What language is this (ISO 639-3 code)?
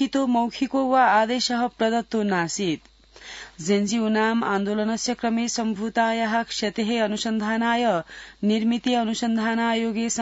san